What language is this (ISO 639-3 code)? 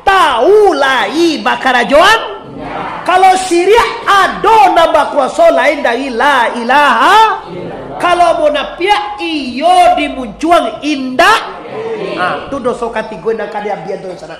min